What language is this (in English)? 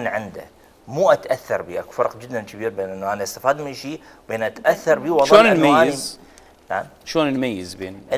Mesopotamian Arabic